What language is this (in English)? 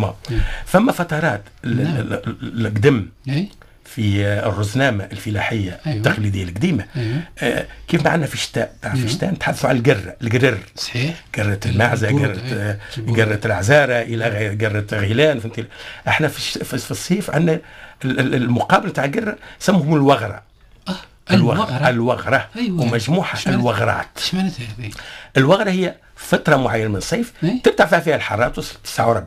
Tunisian Arabic